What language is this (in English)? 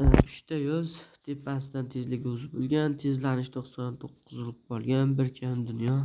Uzbek